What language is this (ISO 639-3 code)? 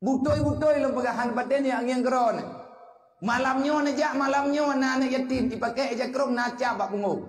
ace